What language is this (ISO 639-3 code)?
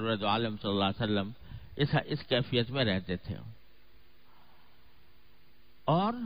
urd